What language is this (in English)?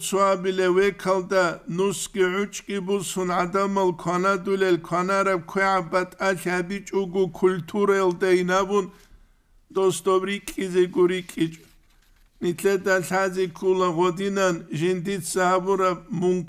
Avaric